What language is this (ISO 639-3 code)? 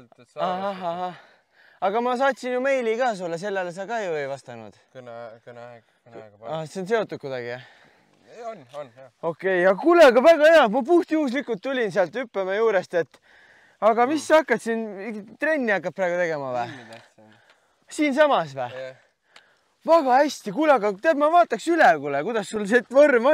est